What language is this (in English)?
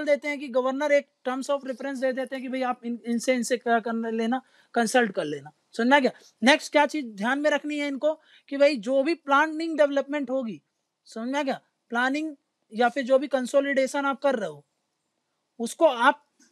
Hindi